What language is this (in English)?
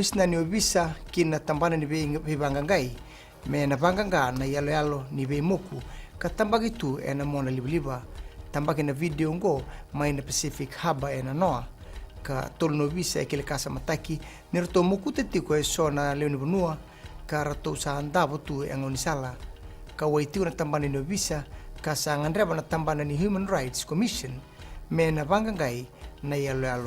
Fijian